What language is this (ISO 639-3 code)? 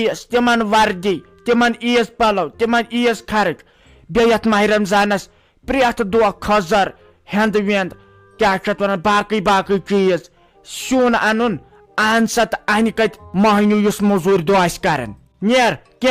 kas